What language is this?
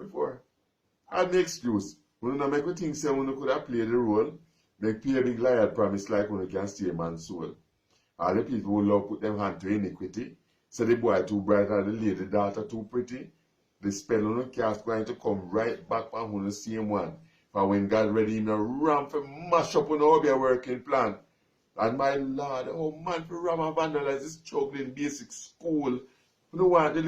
Jamaican Creole English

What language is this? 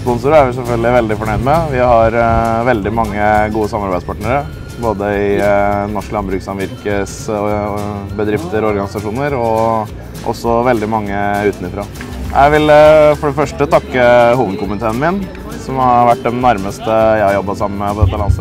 Norwegian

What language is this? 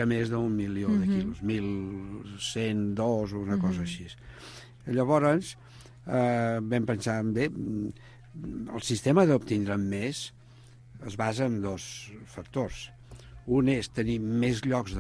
Catalan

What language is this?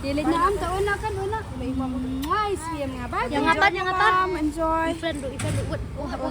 Khasi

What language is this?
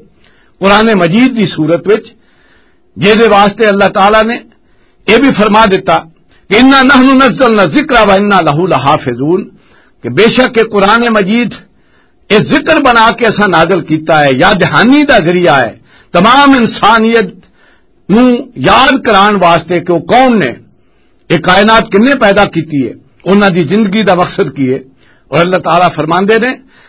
Western Panjabi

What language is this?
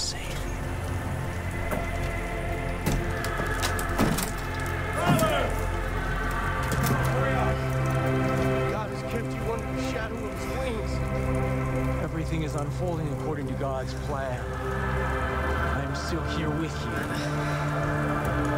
English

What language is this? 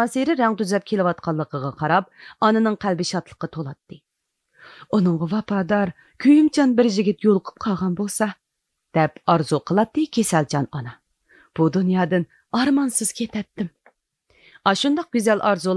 Uyghur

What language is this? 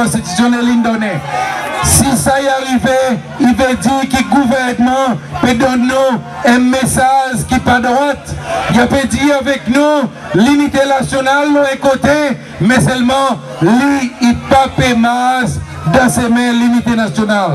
Seselwa Creole French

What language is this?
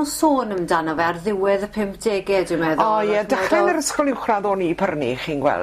Welsh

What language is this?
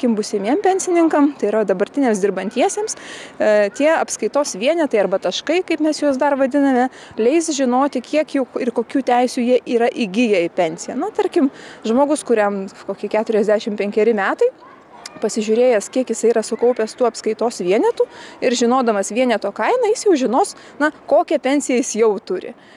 Lithuanian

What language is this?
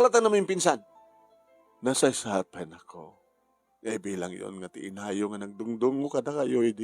Iloko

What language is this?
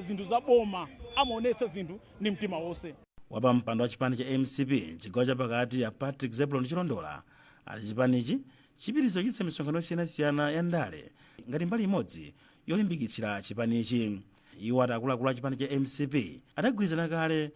Nyanja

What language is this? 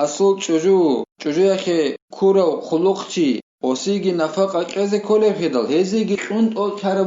Avaric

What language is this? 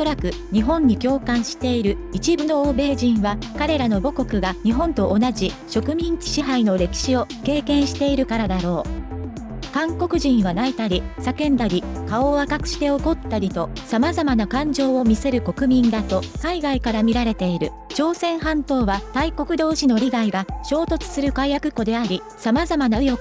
Japanese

